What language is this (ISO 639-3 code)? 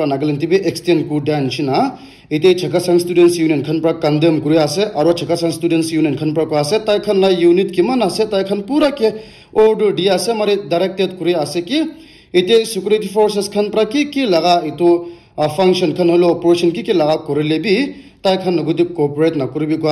nag